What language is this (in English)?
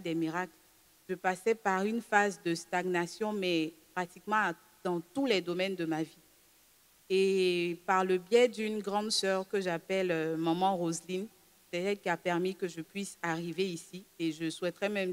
French